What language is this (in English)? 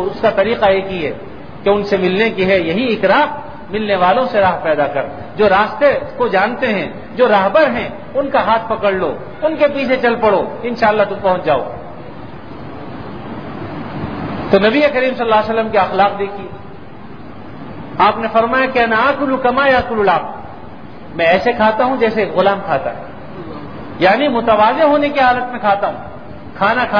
Urdu